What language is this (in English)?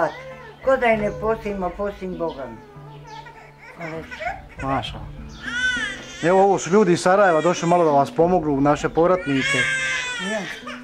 Bosnian